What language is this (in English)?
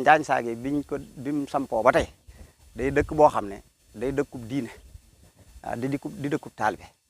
Wolof